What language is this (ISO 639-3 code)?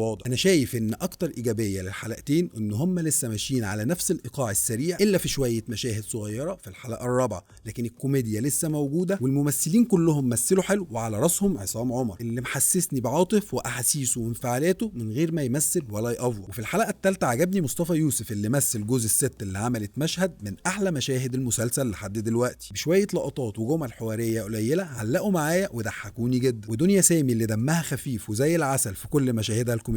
arz